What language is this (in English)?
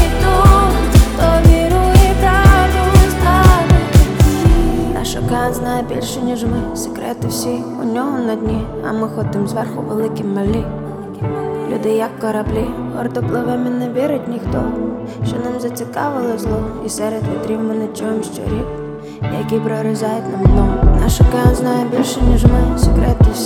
Ukrainian